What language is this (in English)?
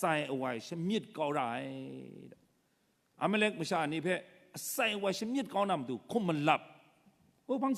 Kachin